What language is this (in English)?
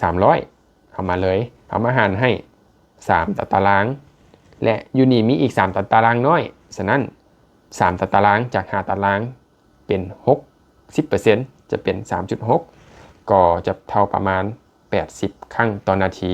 Lao